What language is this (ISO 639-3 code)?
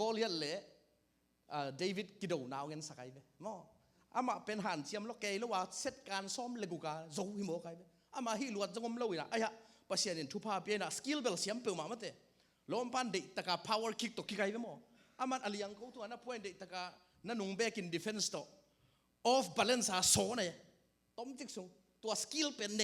ctd